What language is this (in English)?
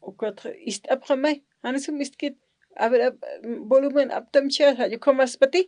Aymara